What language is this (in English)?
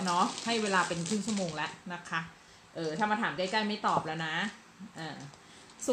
Thai